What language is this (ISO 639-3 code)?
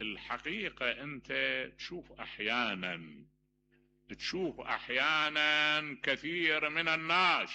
acm